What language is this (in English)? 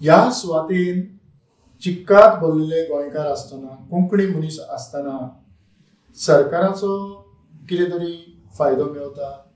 Konkani